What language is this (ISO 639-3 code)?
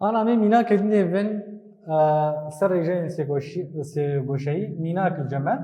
kur